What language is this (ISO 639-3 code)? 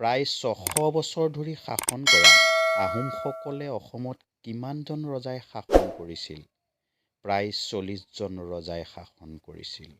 asm